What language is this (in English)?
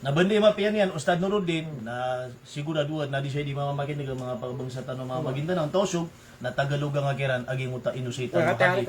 Maranao